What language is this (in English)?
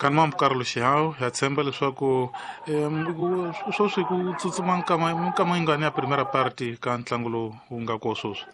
Tsonga